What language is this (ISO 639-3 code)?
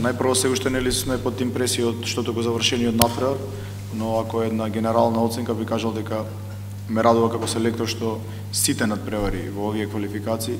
mkd